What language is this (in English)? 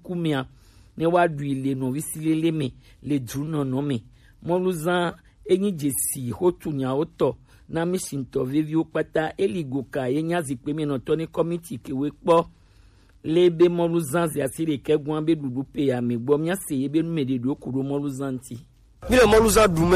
Gen